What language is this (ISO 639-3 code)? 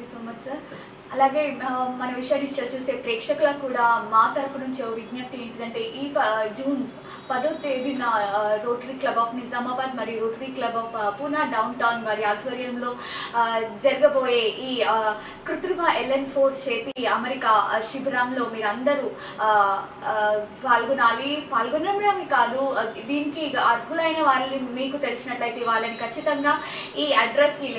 tel